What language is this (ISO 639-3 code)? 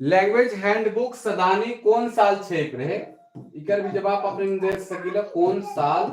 sck